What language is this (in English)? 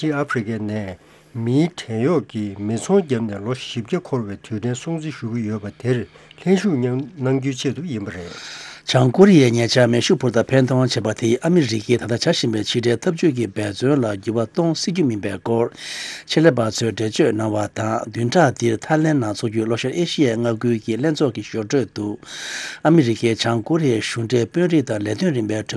Tibetan